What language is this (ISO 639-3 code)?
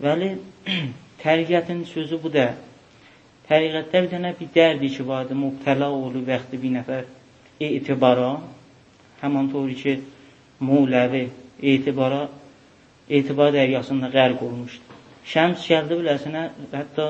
azb